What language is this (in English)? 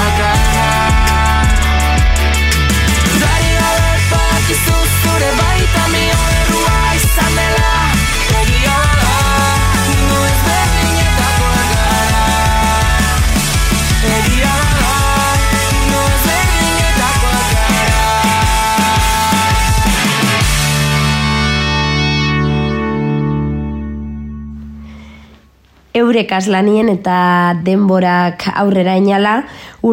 Basque